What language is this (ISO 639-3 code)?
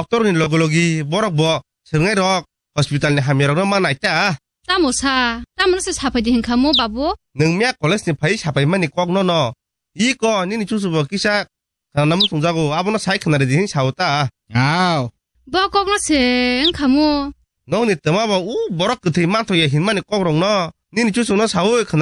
trp